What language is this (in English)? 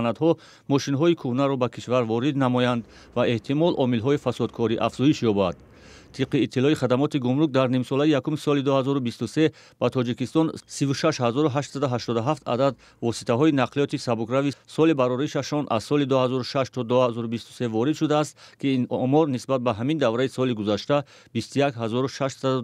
Tajik